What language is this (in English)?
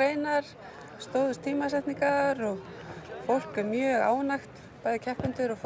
Icelandic